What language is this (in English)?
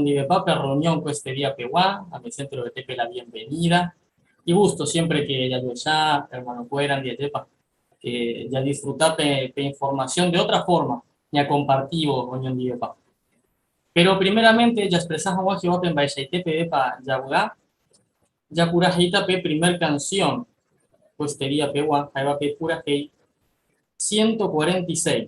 Guarani